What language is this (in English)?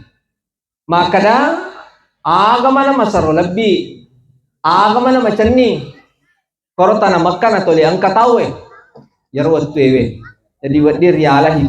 Buginese